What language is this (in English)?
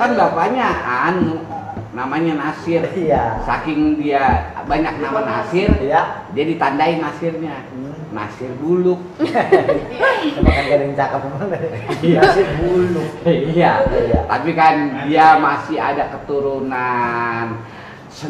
Betawi